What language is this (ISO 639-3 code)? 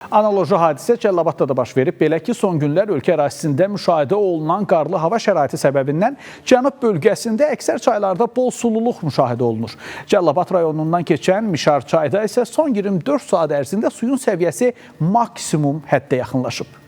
aze